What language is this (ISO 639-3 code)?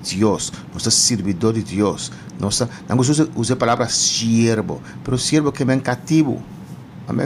pap